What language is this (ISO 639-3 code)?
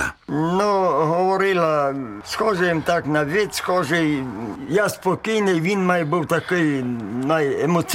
ces